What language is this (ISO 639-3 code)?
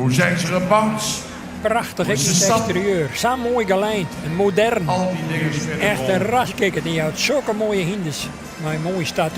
fry